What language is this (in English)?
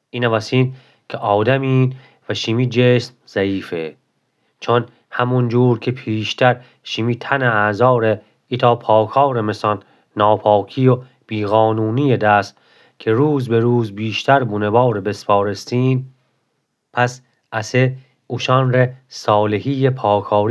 Gilaki